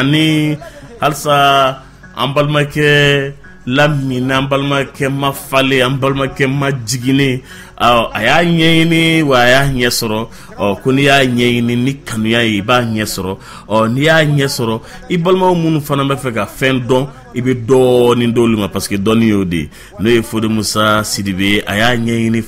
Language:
Bambara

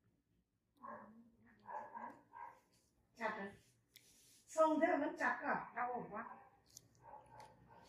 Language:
Vietnamese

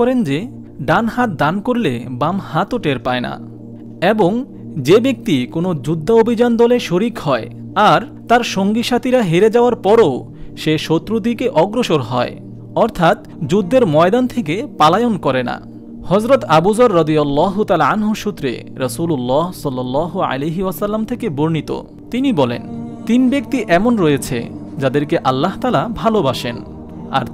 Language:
Bangla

